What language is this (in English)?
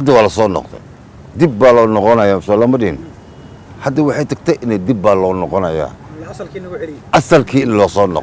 Somali